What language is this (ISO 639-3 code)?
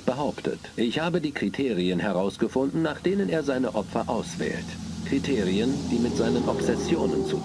bar